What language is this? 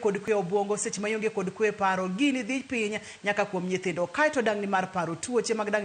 Luo (Kenya and Tanzania)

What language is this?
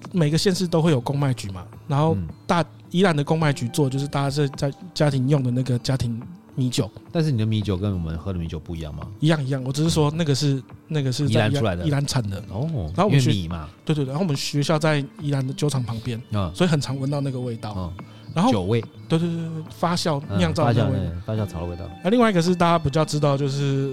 Chinese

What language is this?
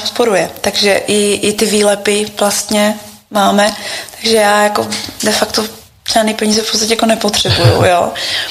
Czech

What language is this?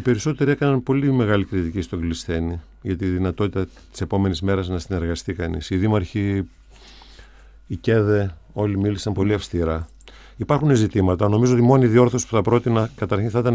Greek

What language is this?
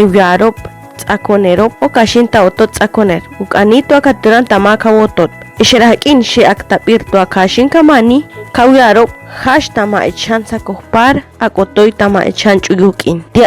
Chortí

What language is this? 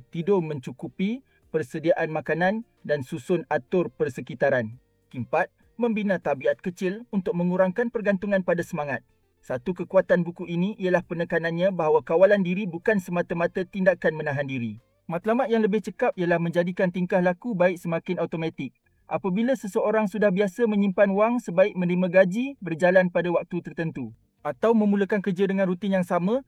Malay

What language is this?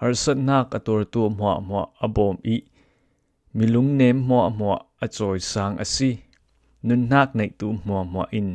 Falam Chin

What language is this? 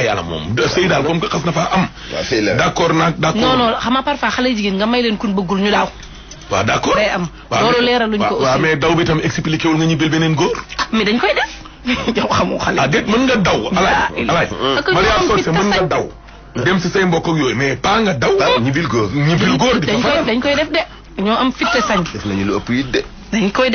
Wolof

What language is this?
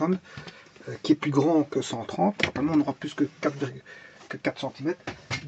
French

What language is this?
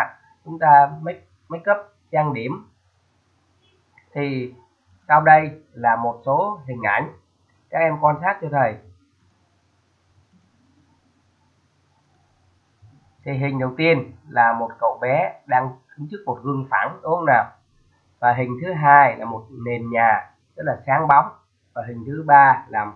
Vietnamese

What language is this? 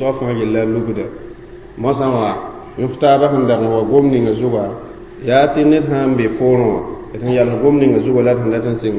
Mossi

